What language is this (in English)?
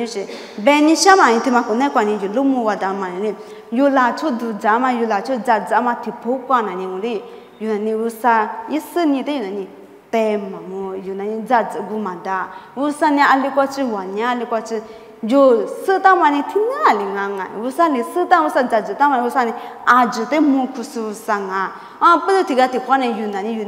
Lisu